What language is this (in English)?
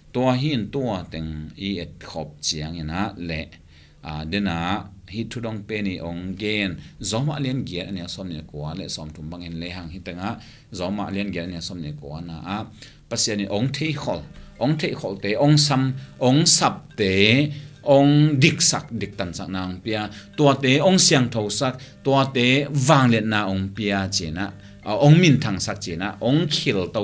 Tedim Chin